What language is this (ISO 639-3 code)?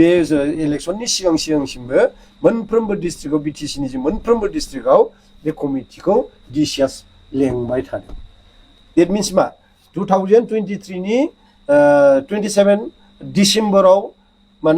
brx